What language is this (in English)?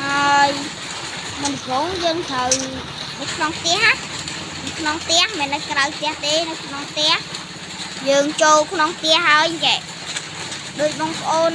Khmer